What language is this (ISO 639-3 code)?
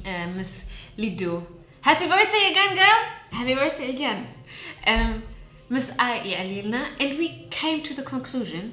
tir